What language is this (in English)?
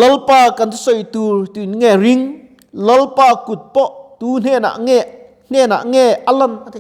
Mizo